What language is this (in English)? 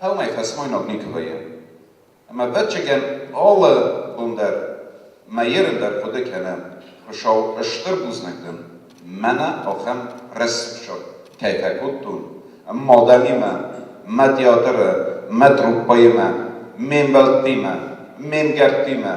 Ossetic